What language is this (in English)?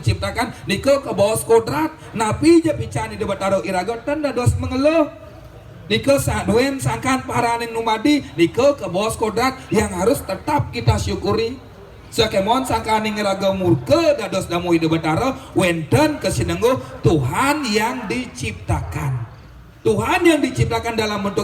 Balinese